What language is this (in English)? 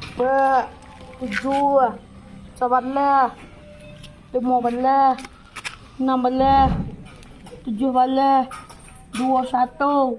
Minangkabau